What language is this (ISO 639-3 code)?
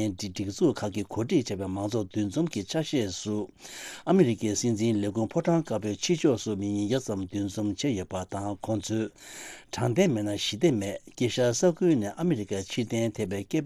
bod